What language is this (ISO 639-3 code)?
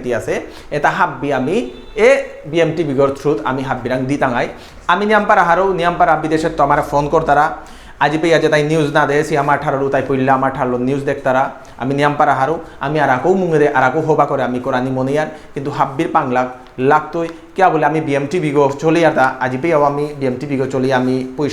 bpy